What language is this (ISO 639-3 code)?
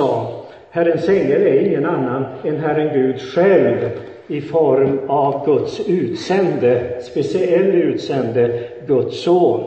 swe